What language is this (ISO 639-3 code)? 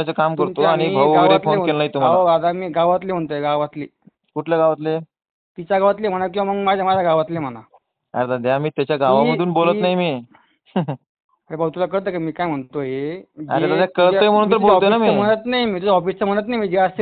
mar